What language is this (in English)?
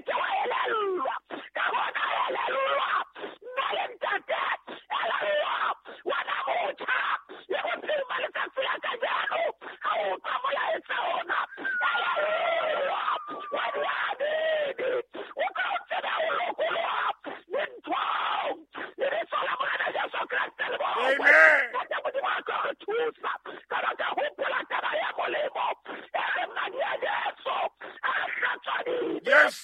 Southern Sotho